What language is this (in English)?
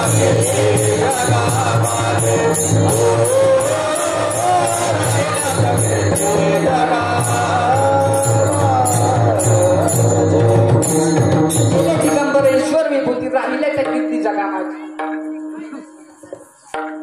Marathi